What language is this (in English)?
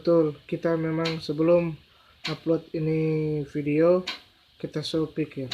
Manado Malay